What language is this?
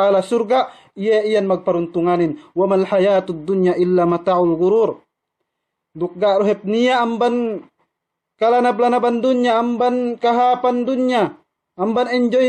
Yakan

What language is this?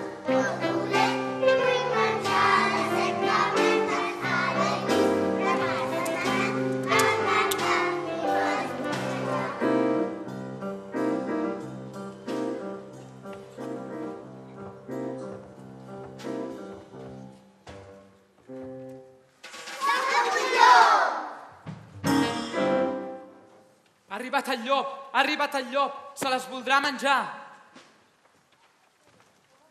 Catalan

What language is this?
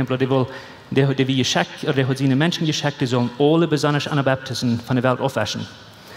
Plautdietsch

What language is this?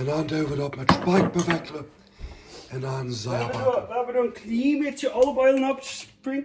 Plautdietsch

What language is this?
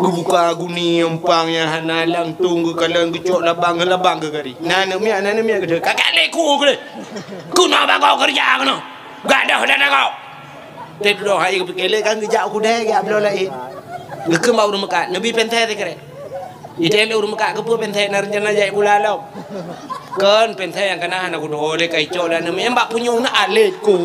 Achinese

